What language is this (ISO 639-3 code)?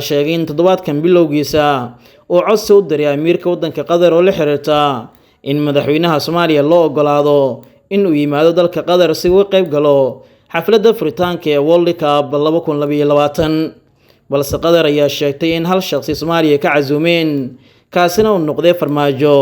som